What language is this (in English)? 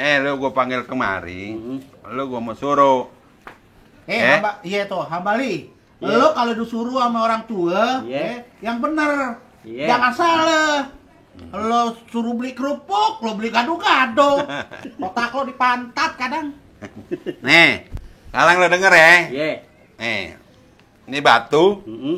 Betawi